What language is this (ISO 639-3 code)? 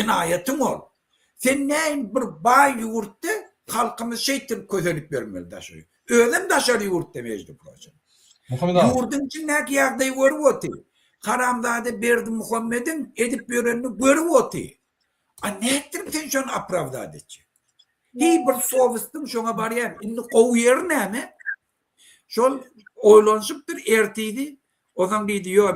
tuk